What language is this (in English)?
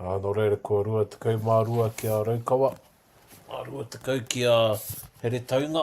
Māori